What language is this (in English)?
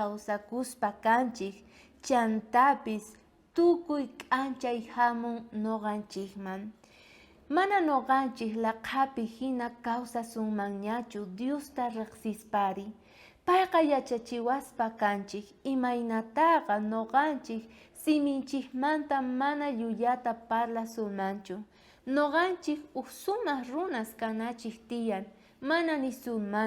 South Bolivian Quechua